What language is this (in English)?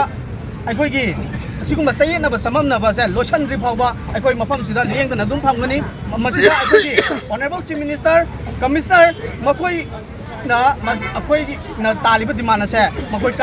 Manipuri